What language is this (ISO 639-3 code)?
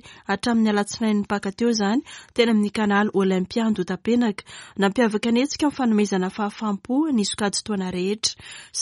mlg